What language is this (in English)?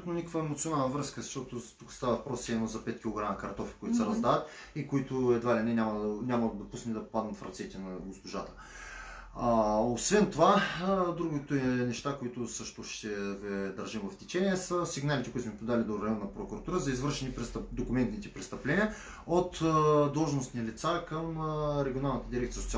Bulgarian